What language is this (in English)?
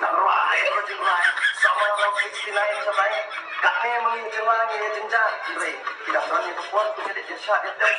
Khasi